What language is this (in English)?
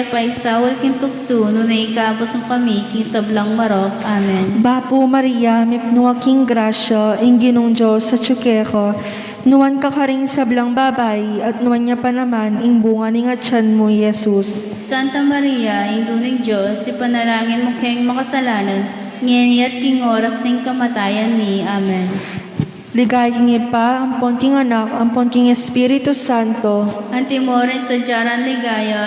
Pampanga